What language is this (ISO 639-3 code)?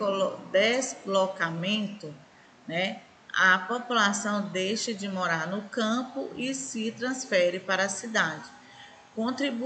por